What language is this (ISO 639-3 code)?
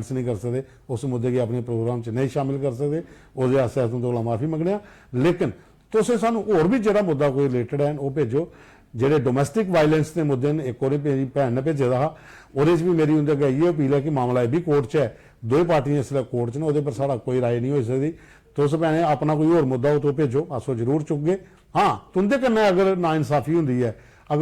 doi